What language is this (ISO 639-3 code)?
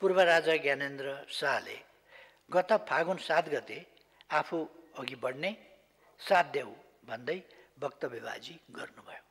nep